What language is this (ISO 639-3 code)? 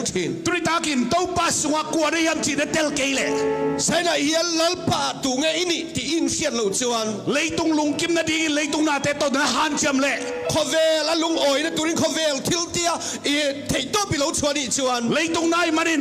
ctd